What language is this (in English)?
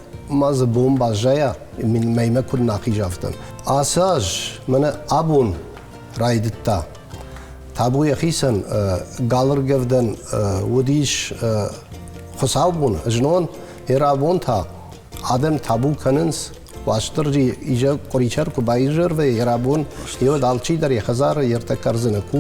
Ossetic